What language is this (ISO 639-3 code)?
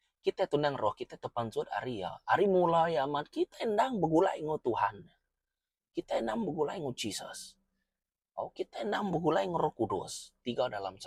iba